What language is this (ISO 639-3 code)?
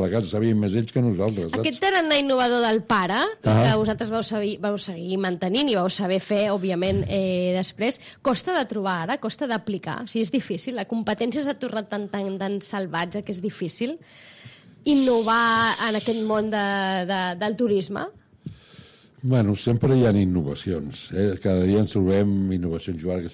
cat